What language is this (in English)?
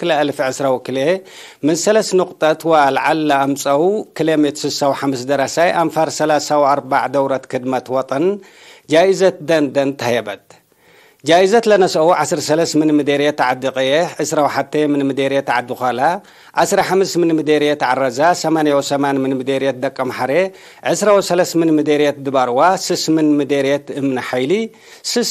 Tigre